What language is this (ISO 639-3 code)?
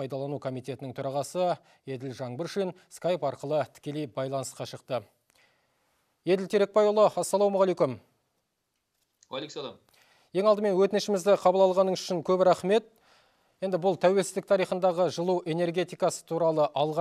kaz